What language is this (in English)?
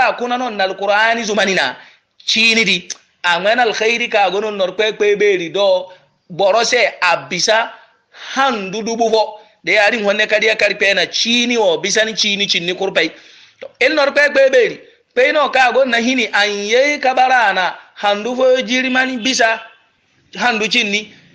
Yoruba